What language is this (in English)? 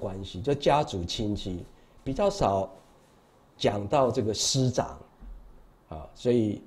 Chinese